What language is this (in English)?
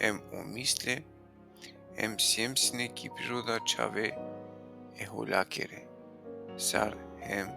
Balkan Romani